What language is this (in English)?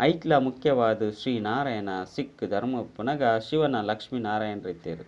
Tulu